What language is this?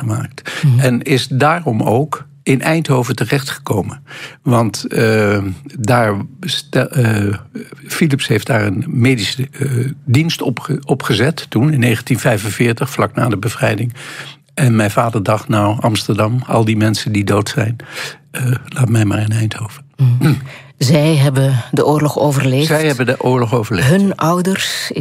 Dutch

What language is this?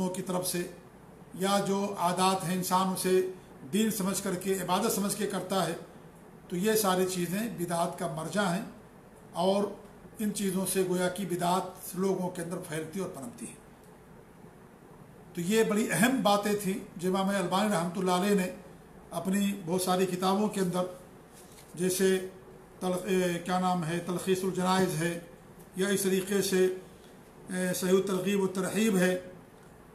Urdu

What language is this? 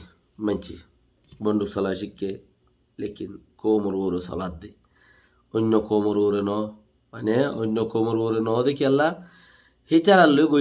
Rohingya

